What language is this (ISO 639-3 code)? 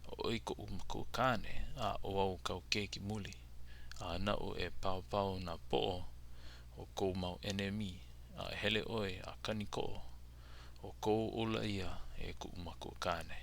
haw